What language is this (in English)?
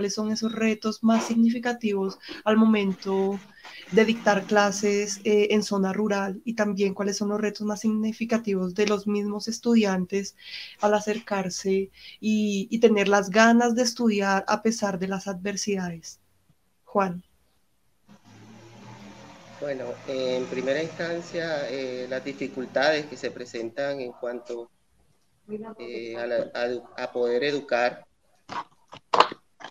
Spanish